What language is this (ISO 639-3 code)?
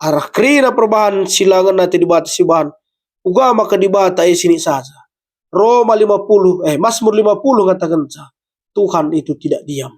btx